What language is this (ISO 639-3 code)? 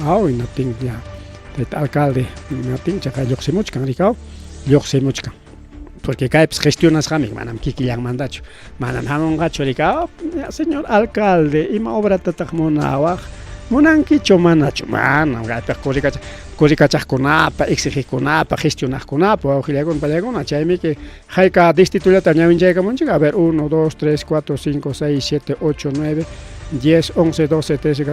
quy